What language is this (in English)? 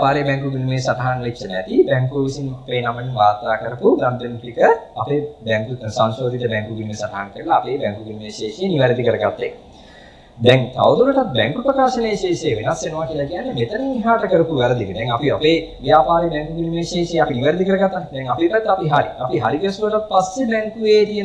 Sinhala